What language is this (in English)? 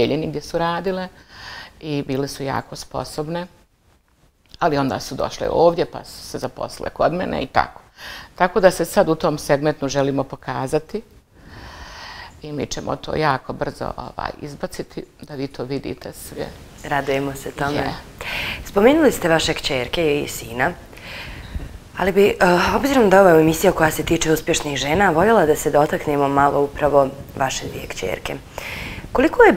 Bosnian